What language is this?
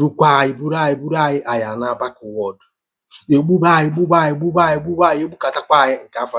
Igbo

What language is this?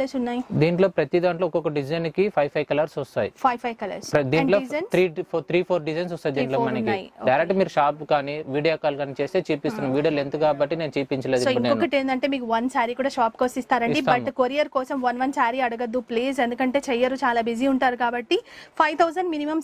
Telugu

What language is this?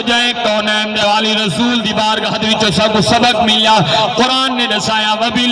Saraiki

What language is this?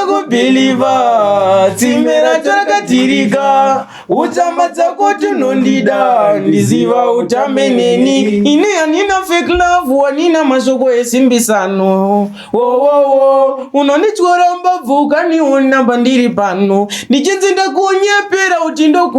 Shona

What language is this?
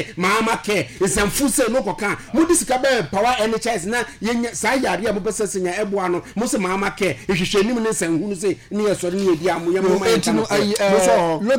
Akan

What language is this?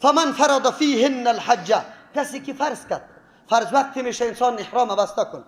Persian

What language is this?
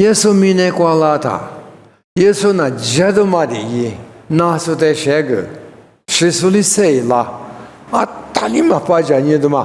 Lisu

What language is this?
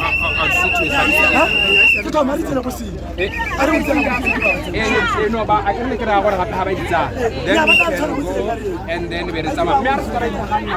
Tswana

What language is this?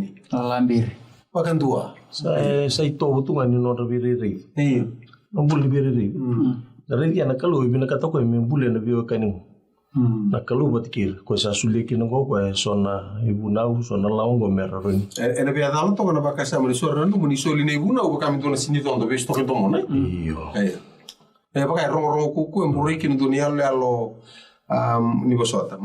Fijian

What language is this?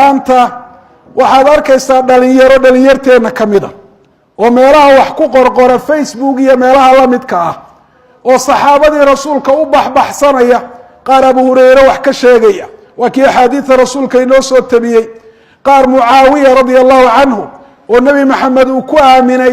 Somali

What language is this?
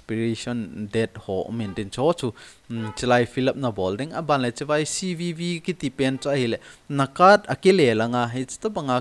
Thado Chin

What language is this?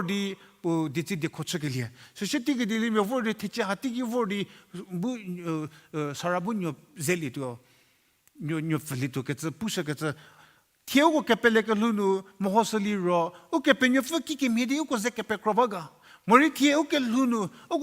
Angami Naga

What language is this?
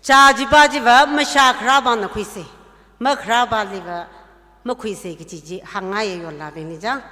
Tangkhul Naga (India)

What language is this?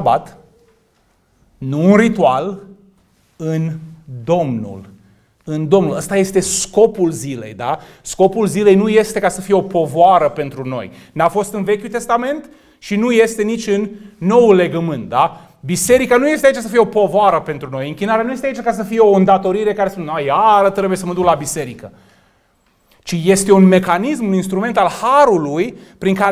Romanian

